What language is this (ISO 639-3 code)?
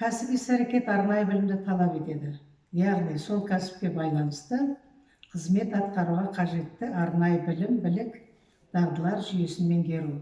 kaz